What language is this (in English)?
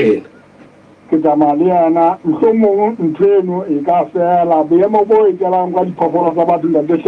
Southern Sotho